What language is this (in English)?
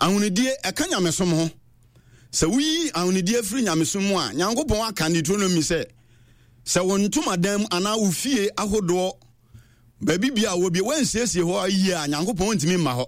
Akan